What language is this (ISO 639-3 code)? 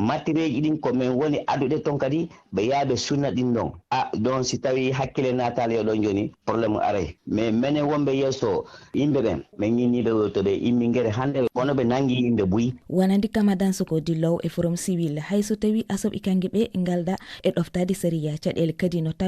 ful